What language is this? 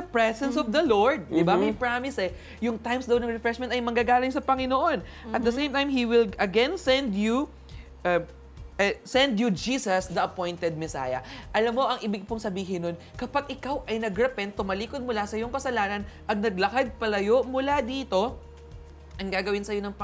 Filipino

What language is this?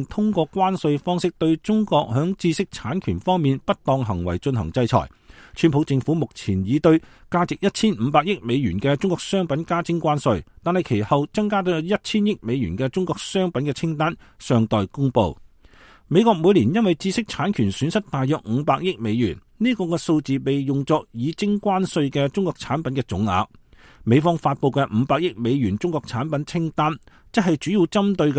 Cantonese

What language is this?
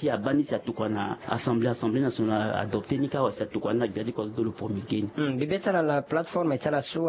Sango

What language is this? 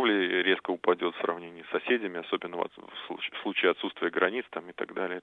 Russian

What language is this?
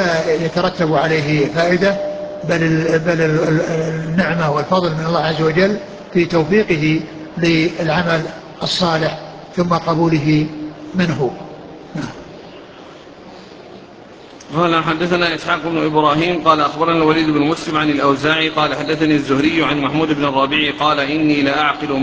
Arabic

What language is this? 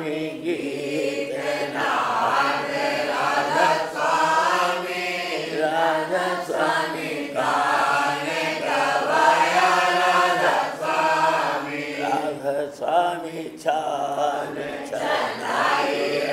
Hindi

